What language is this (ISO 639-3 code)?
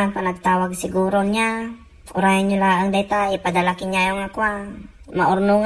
ilo